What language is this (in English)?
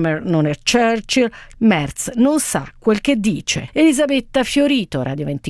Italian